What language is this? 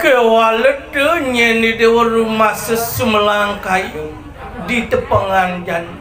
Balinese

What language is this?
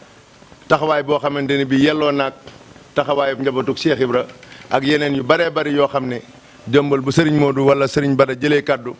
Wolof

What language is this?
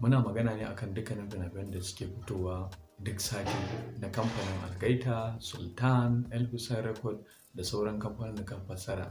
Hausa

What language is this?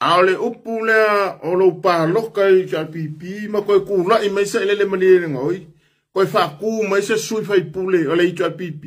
Samoan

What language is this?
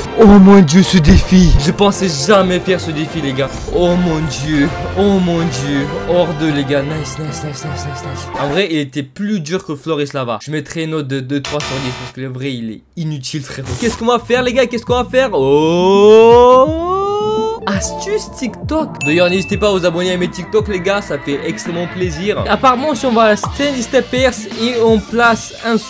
French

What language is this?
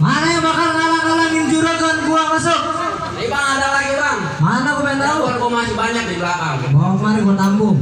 Betawi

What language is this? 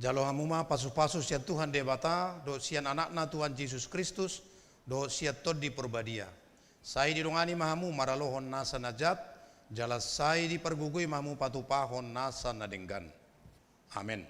Batak Toba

